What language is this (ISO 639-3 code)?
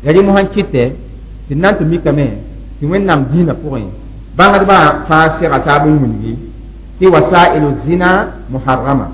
mos